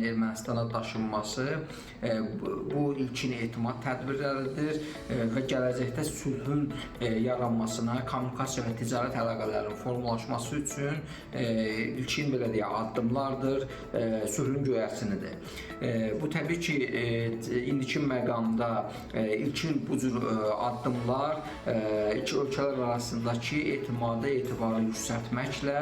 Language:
Azerbaijani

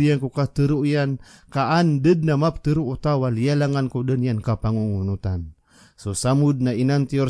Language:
Maranao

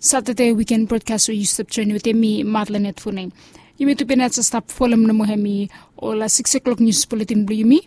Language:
Bislama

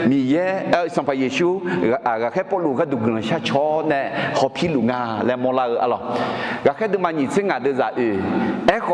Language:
Akha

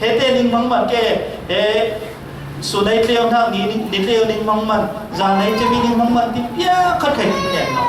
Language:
Falam Chin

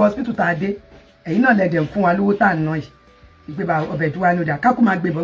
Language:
Yoruba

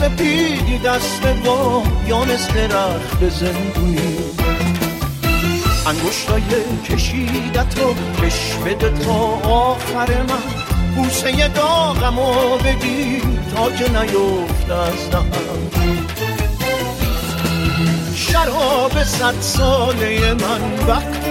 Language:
Persian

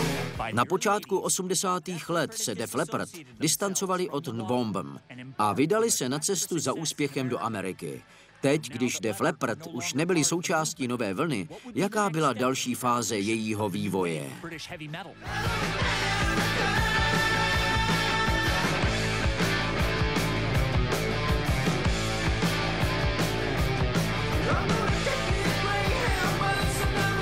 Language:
Czech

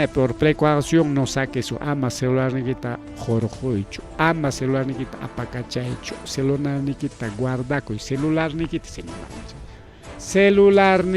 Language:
Ayacucho Quechua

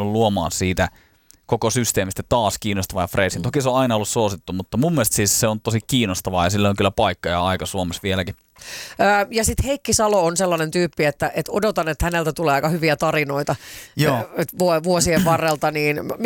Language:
Finnish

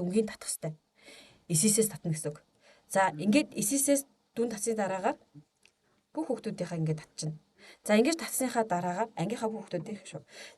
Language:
Mongolian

